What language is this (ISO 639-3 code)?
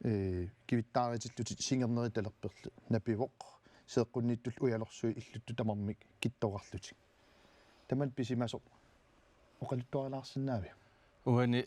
kal